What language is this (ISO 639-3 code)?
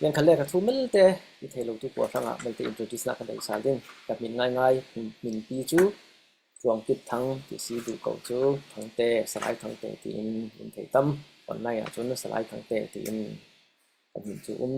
cfm